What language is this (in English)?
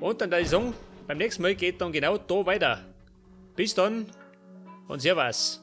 Bavarian